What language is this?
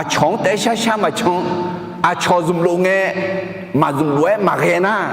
Akha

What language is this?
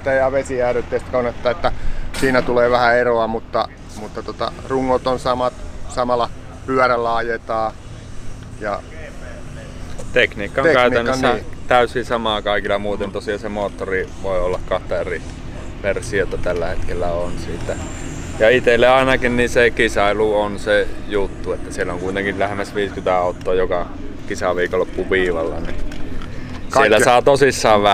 Finnish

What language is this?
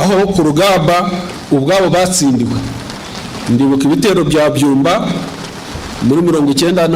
Kinyarwanda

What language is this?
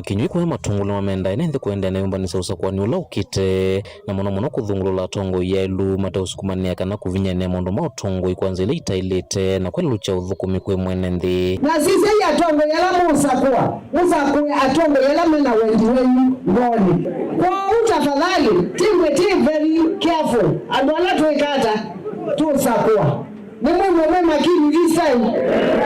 Kamba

